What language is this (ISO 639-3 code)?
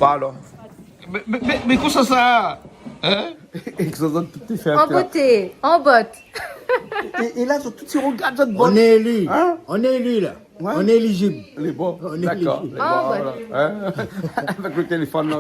rcf